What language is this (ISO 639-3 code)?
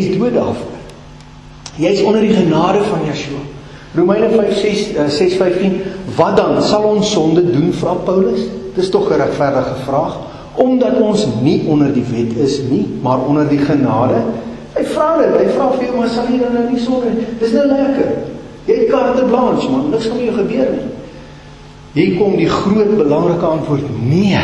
afr